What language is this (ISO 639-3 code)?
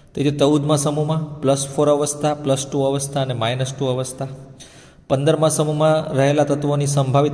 guj